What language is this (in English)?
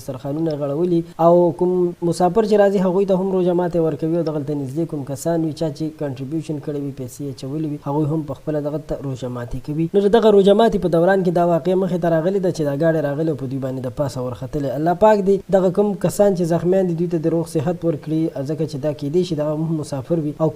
Pashto